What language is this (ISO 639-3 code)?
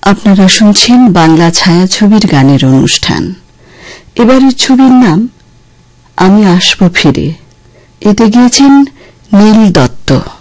ben